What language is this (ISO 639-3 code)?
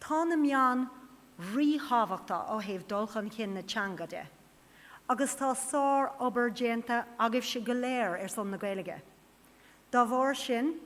gle